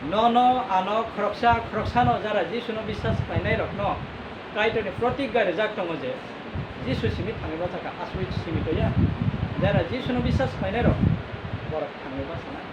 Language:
Kok Borok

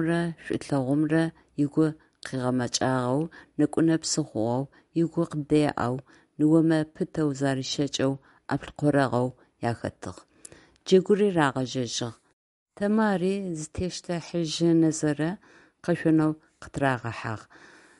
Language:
Adyghe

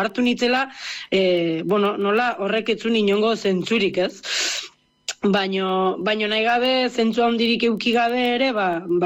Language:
Basque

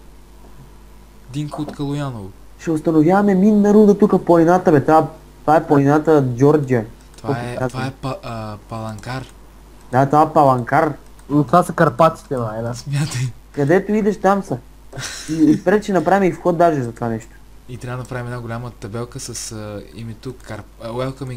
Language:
Bulgarian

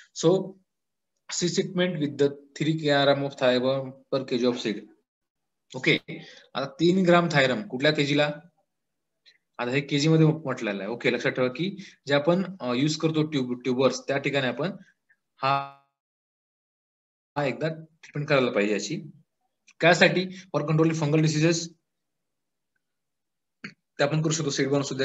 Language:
Marathi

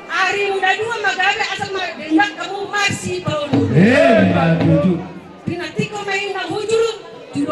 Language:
Batak Toba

